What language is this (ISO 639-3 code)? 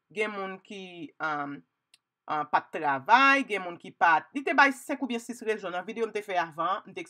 hat